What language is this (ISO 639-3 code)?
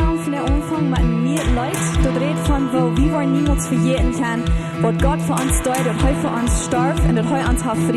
pdt